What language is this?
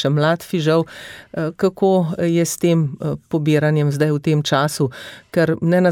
Slovenian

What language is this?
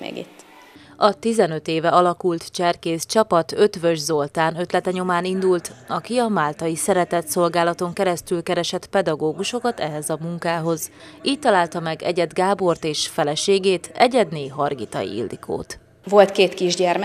Hungarian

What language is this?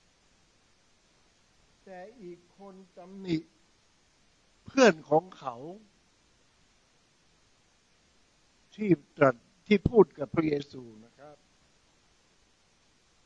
Thai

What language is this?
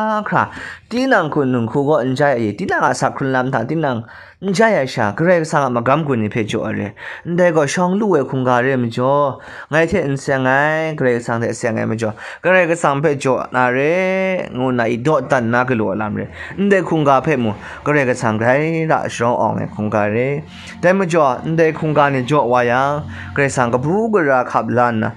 Kachin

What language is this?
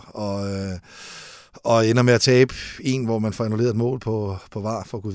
Danish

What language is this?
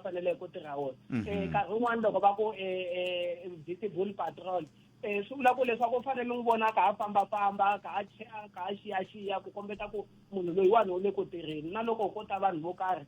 Tsonga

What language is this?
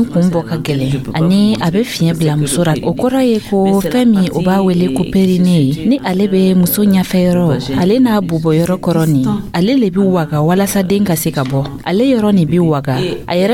Dyula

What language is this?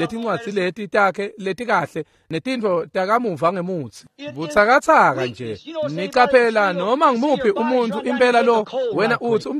Swati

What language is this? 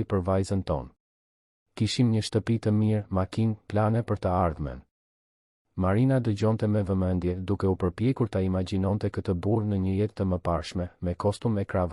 Albanian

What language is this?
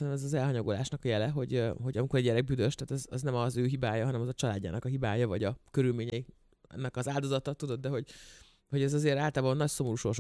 Hungarian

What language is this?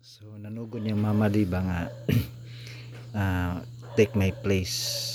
Cebuano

